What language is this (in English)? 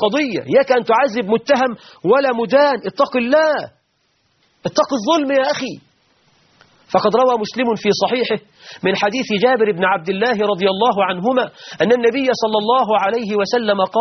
Arabic